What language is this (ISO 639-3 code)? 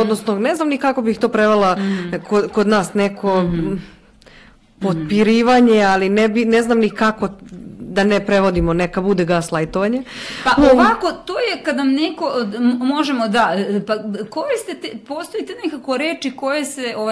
srp